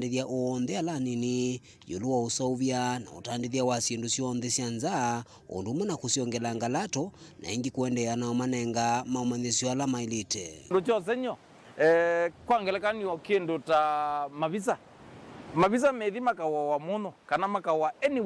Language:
Kamba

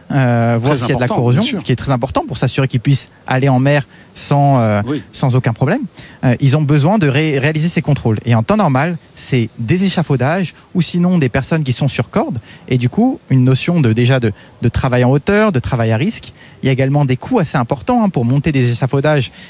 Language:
French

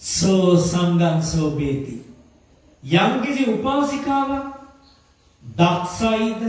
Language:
Sinhala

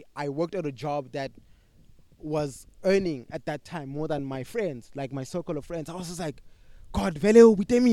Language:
English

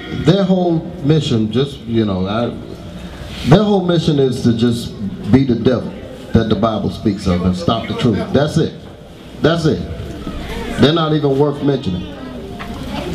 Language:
English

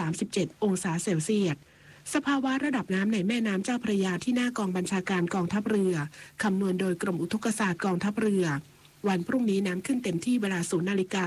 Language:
Thai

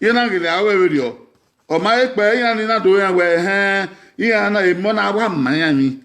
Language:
Bini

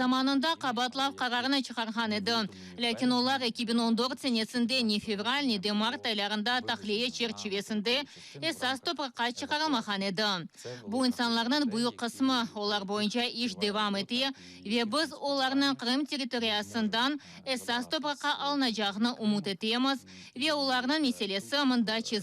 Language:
Crimean Tatar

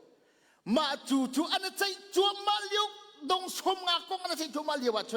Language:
Hakha Chin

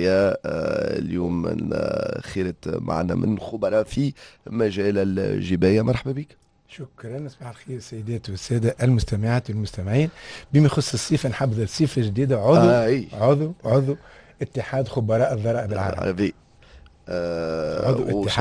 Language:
Tunisian Arabic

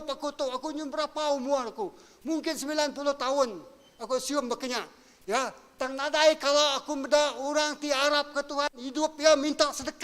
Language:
Iban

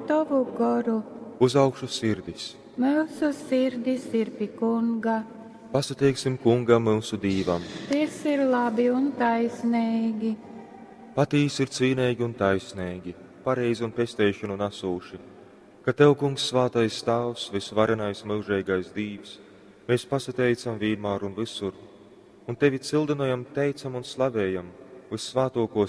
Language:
Latgalian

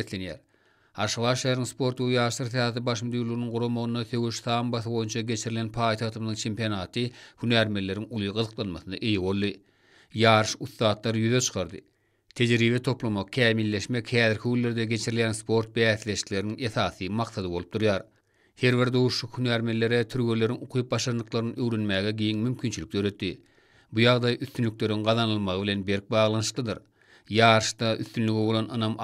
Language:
Turkmen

